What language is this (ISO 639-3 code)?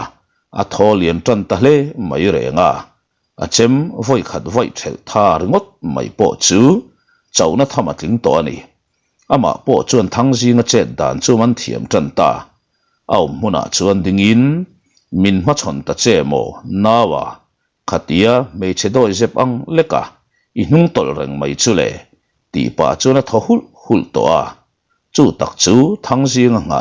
lus